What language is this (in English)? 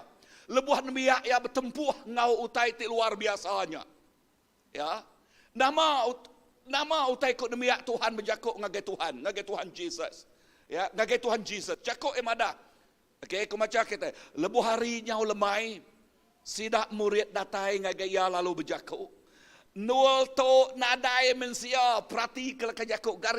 Iban